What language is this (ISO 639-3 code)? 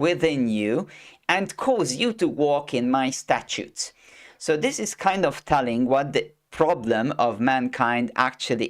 eng